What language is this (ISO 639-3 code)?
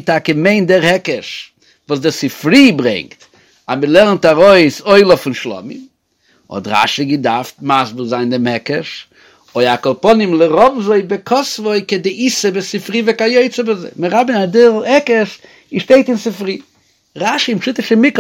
yid